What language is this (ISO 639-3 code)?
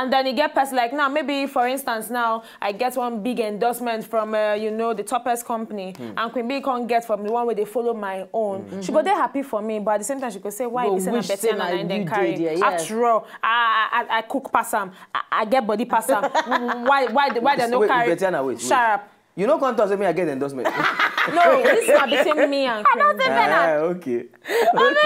pcm